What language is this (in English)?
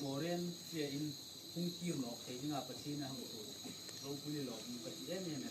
Hmar